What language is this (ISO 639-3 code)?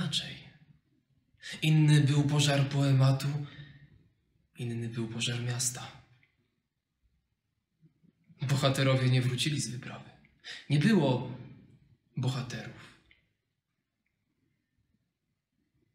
pol